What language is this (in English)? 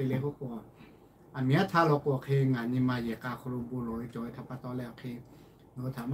Lahu